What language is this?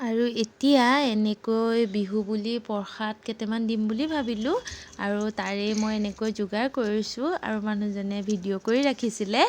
Assamese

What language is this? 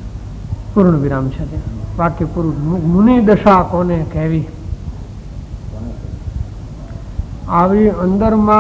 Gujarati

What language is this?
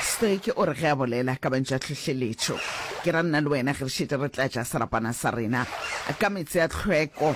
Northern Sotho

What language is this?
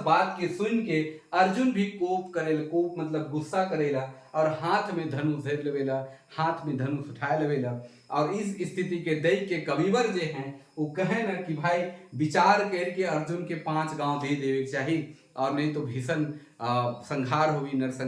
Sadri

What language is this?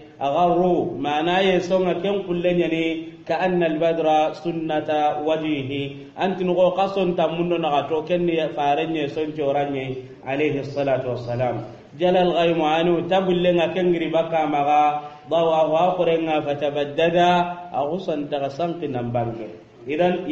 Soninke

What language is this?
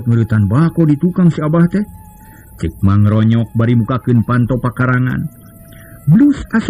Sundanese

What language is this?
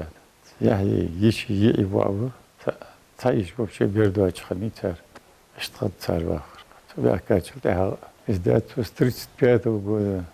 Ingush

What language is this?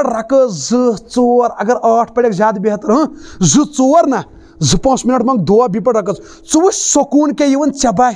Kashmiri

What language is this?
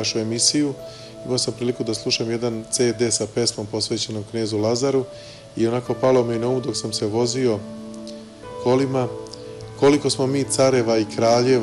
Serbian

